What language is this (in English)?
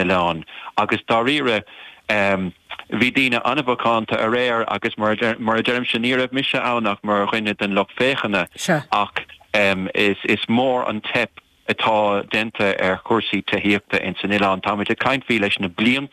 Irish